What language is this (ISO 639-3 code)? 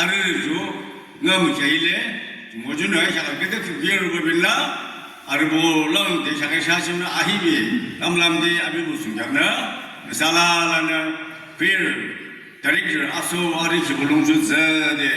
yim